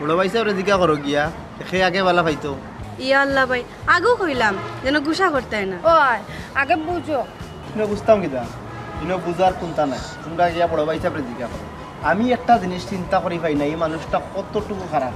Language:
Sylheti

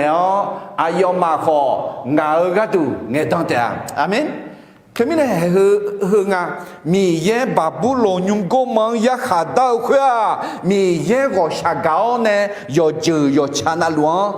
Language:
Akha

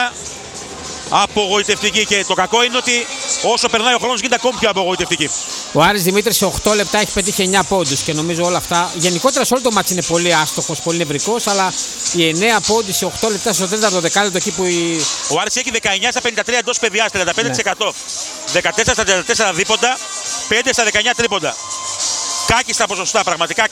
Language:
Greek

